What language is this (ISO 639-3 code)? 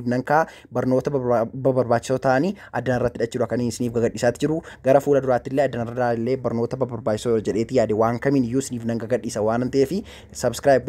orm